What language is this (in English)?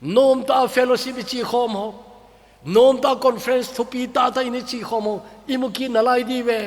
Thado Chin